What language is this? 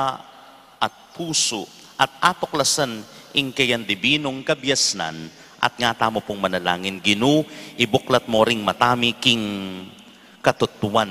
Pampanga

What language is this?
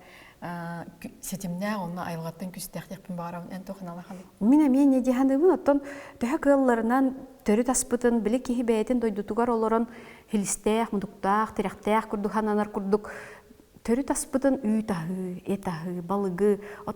Yakut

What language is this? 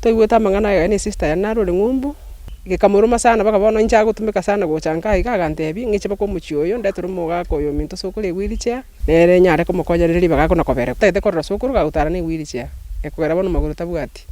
Gusii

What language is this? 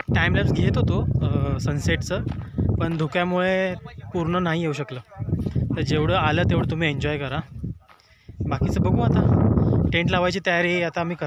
Marathi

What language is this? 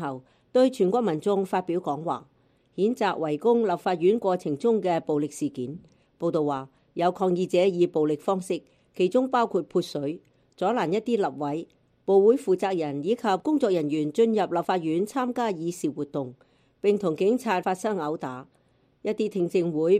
Cantonese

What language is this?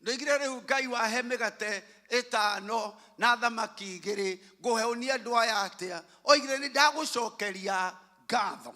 Kikuyu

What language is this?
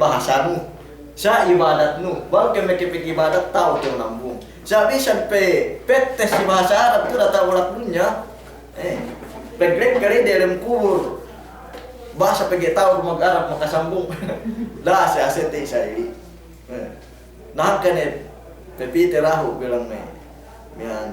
Yakan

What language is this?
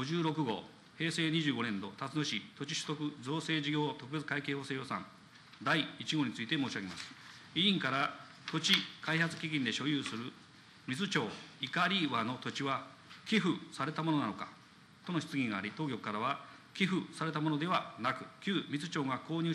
Japanese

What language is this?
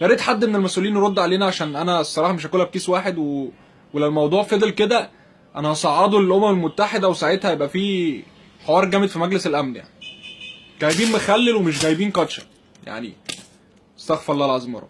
Egyptian Arabic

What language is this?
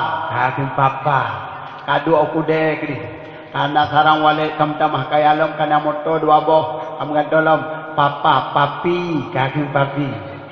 Achinese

